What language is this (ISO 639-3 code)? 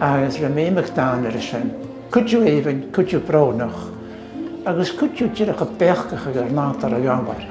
gla